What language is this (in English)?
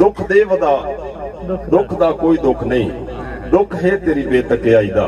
Saraiki